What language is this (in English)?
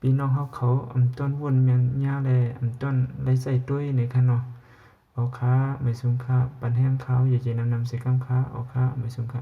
Shan